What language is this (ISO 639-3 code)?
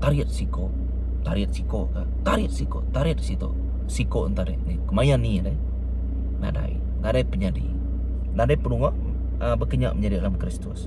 iba